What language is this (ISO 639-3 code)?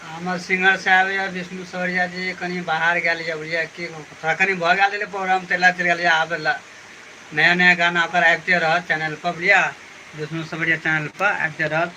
mai